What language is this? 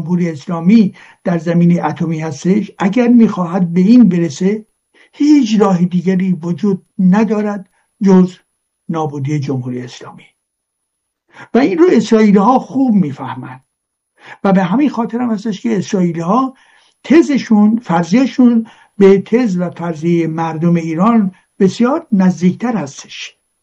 Persian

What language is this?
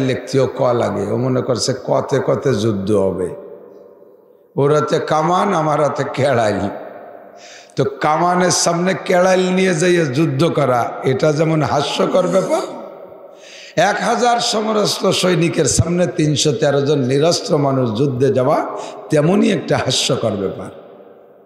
Bangla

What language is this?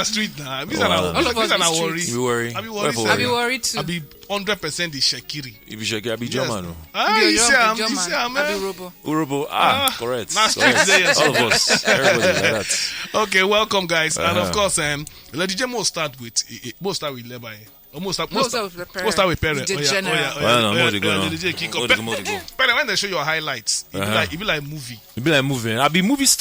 Nigerian Pidgin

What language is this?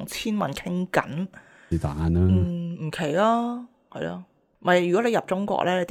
Cantonese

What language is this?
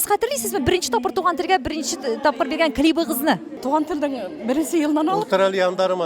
Tatar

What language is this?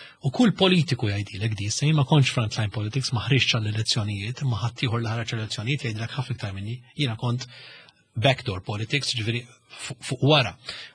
Maltese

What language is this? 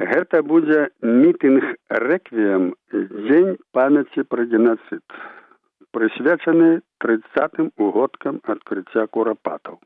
Belarusian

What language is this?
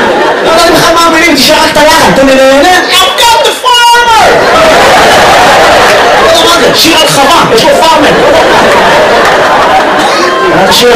Hebrew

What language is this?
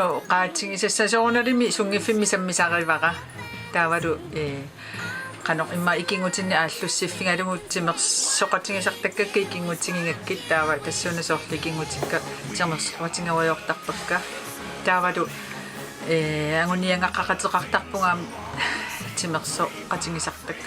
Kalaallisut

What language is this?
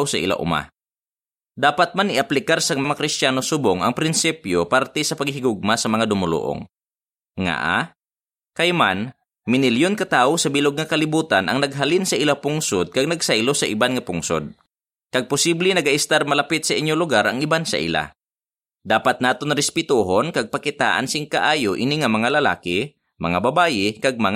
Hiligaynon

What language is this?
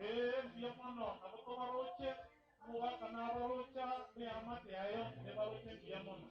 Gusii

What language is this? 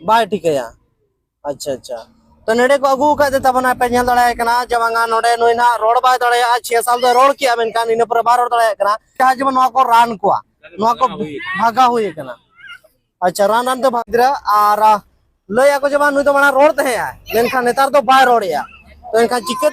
Santali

